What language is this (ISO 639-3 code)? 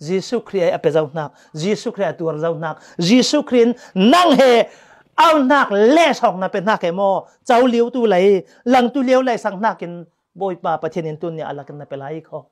cfm